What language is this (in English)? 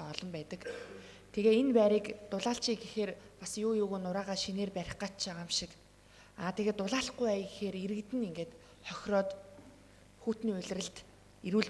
Mongolian